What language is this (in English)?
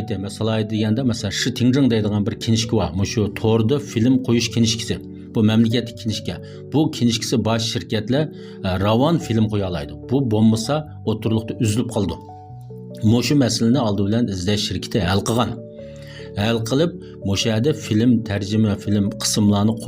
Uyghur